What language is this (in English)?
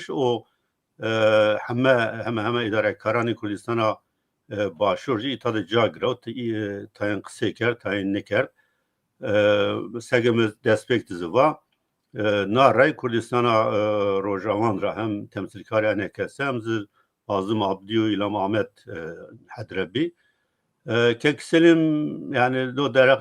Zaza